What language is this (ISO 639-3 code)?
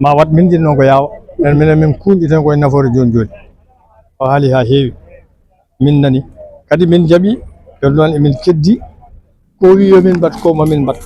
ful